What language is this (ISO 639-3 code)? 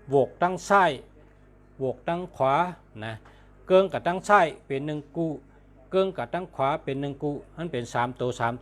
shn